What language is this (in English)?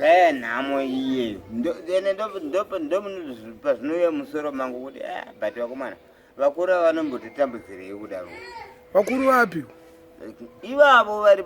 Shona